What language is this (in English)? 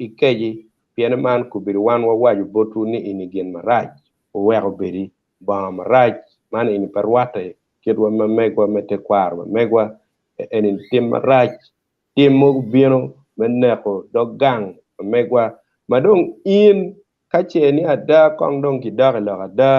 Acoli